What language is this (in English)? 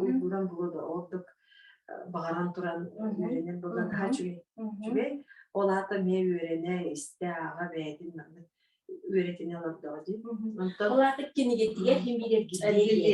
Yakut